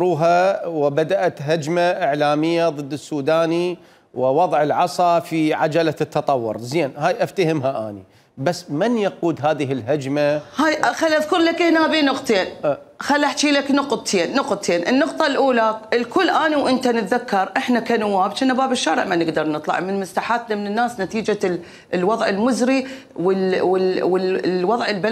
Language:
Mesopotamian Arabic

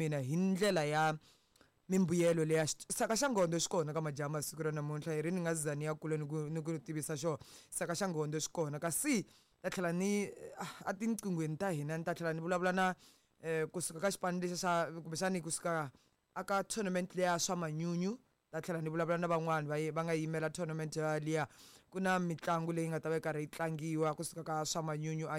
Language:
Tsonga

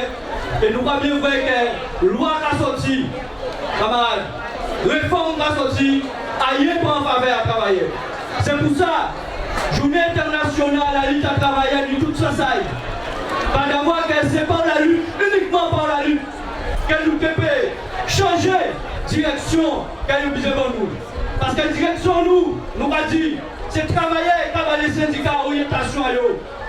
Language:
Guadeloupean Creole French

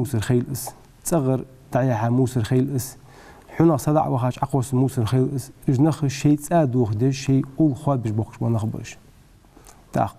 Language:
Ingush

